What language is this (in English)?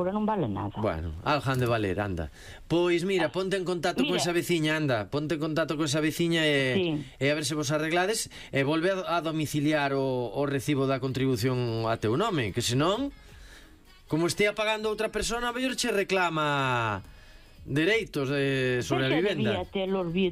Galician